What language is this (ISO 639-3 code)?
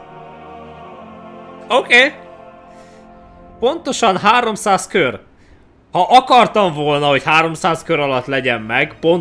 hun